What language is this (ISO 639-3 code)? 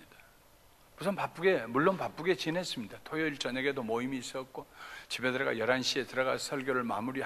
kor